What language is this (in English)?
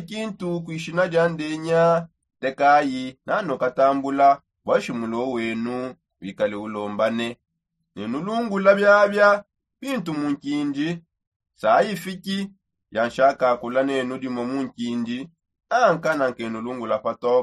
Songe